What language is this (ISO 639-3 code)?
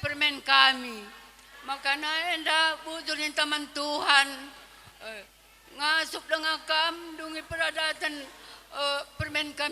btx